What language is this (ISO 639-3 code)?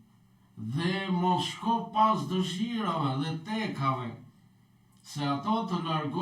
sqi